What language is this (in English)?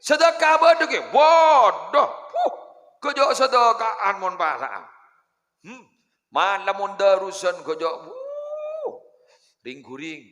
Madurese